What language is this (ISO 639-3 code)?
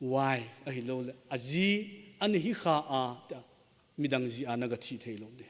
tcz